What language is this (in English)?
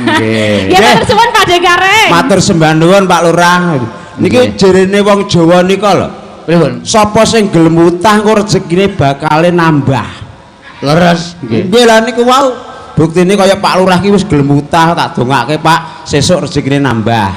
Javanese